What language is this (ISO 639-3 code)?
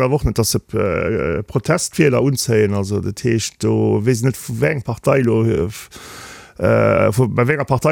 ltz